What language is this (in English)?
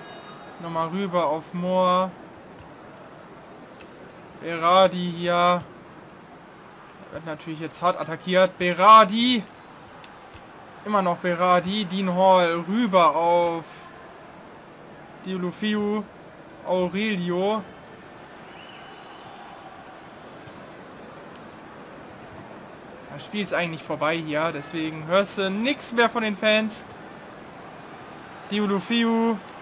German